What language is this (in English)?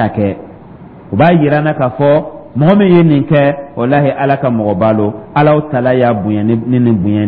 Dyula